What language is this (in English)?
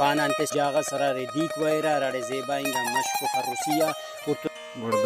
Brahui